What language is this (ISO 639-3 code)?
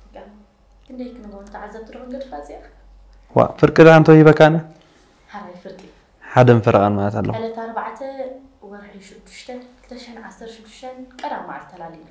tir